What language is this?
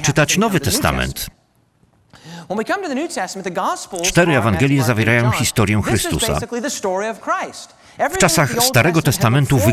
Polish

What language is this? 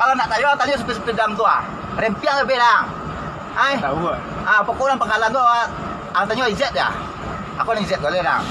Minangkabau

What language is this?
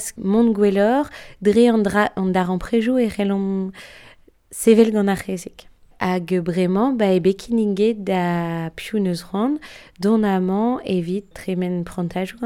Breton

